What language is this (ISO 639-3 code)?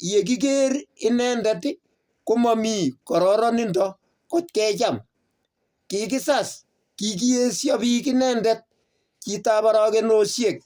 kln